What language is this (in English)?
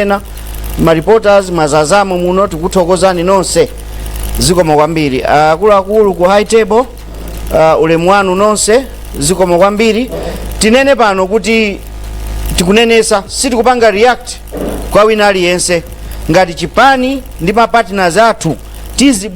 Nyanja